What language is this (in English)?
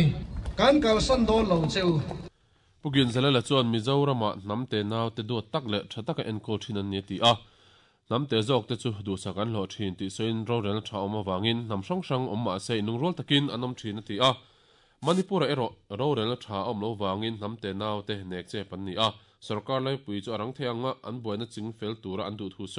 Mizo